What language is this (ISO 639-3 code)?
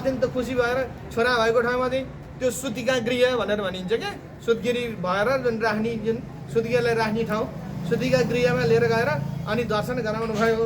nep